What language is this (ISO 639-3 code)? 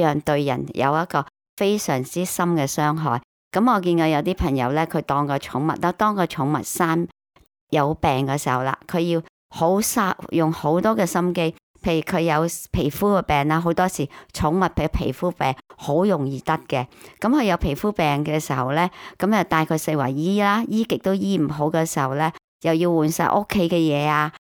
yue